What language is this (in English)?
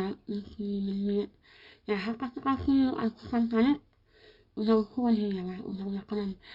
Khasi